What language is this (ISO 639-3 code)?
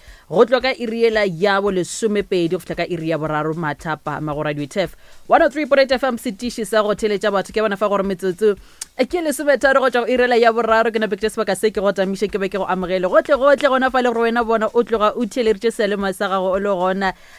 nso